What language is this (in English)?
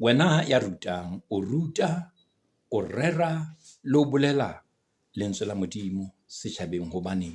Southern Sotho